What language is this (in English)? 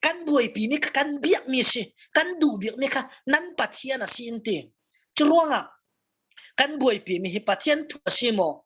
Falam Chin